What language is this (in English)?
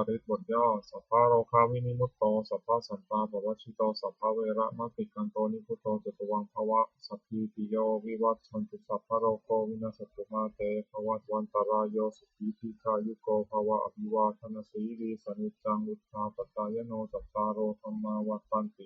Pali